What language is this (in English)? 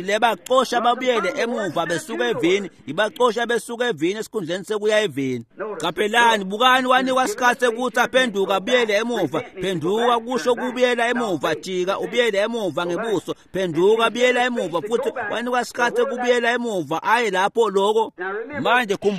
Swati